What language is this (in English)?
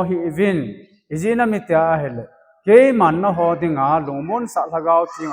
Thado Chin